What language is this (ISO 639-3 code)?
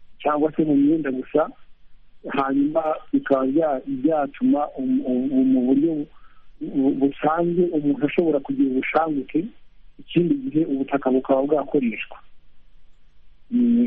kin